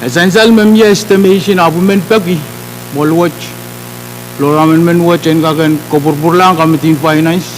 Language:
Pohnpeian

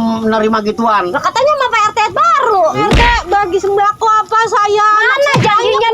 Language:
Betawi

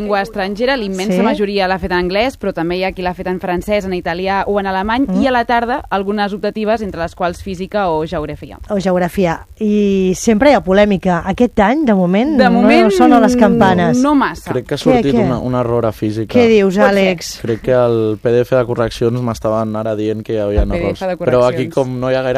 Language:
Catalan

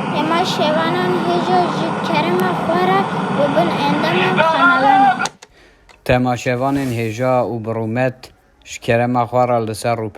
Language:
Kurdish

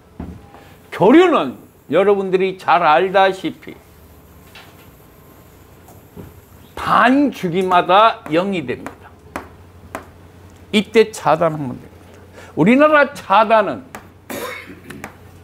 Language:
Korean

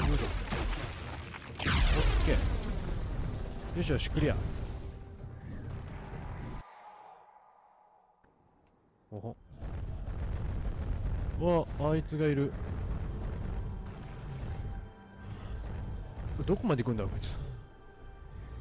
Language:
Japanese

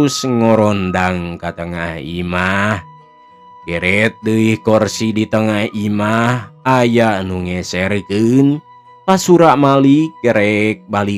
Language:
Sundanese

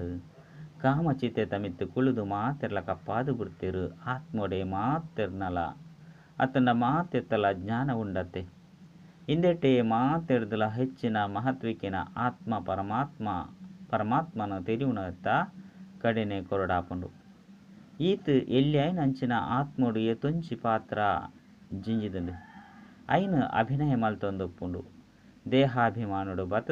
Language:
Tulu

